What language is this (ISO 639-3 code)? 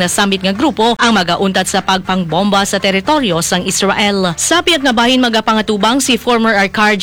hil